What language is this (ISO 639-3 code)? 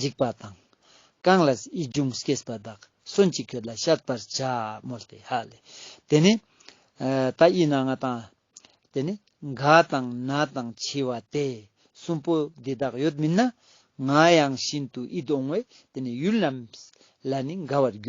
lbj